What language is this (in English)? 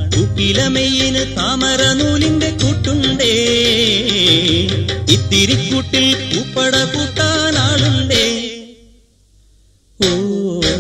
Malayalam